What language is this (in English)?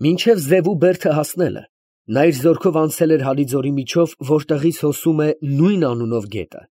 Armenian